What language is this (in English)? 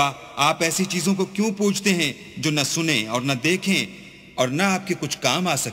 Urdu